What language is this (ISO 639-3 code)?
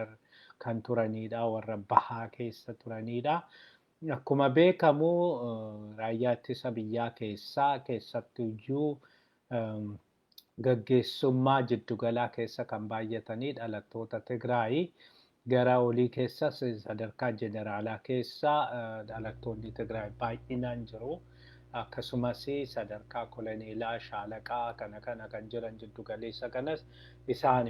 orm